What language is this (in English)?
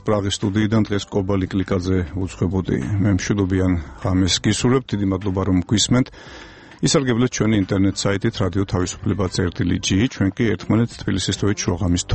Georgian